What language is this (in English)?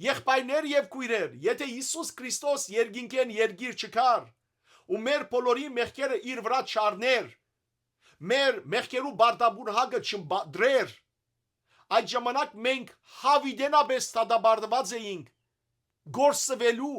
Western Armenian